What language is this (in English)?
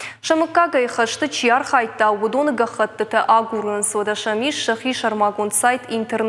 Ossetic